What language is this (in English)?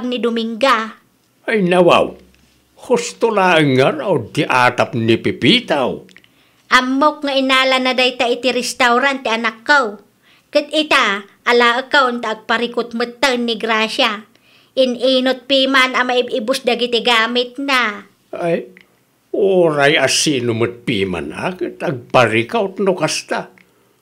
Iloko